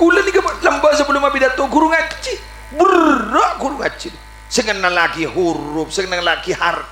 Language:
Madurese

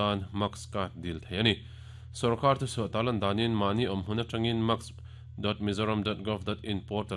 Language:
Mizo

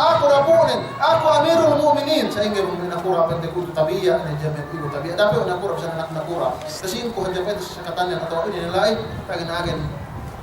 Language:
Yakan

